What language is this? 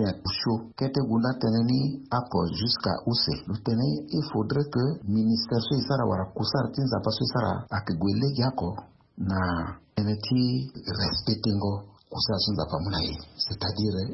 Sango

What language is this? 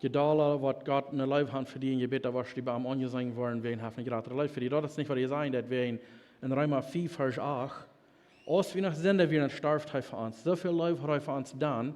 Plautdietsch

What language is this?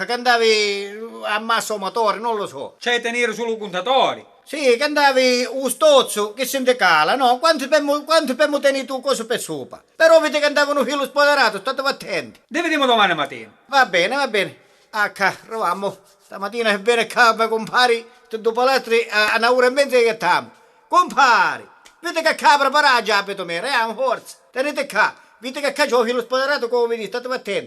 Sicilian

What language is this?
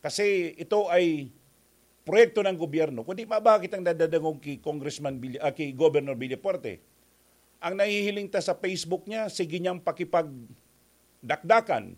Bikol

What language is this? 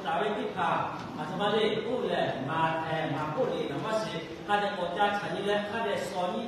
Lahu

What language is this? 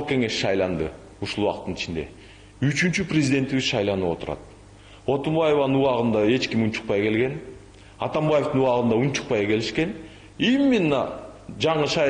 Kyrgyz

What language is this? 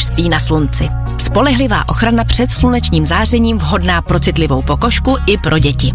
Czech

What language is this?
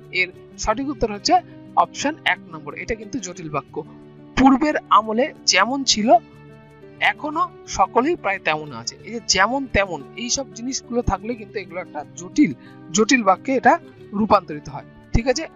Bangla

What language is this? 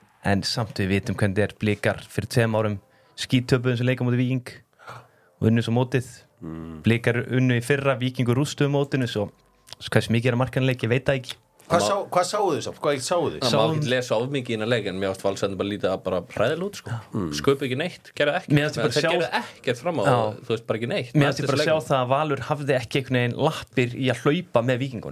Icelandic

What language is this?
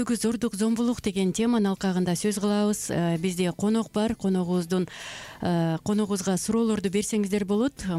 Kyrgyz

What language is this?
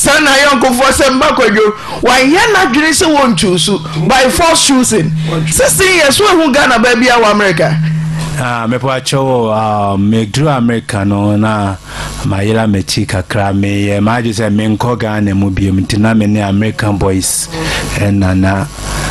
Akan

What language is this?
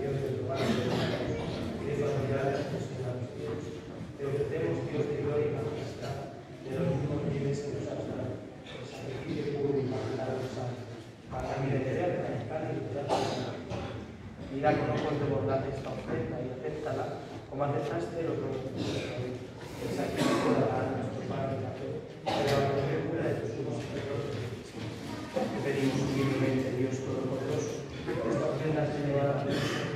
Spanish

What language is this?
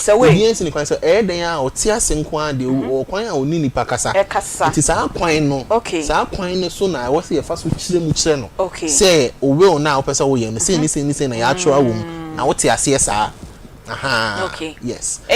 Akan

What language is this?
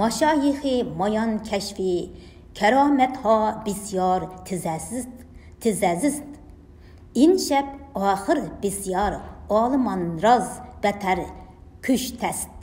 Uyghur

